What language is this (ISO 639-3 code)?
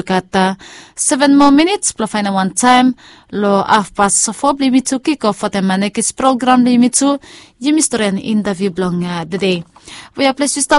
bis